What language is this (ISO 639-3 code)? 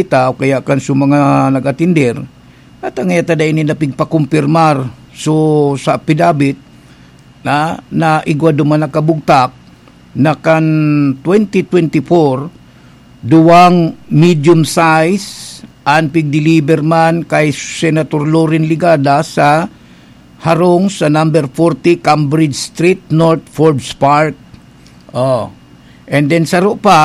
bik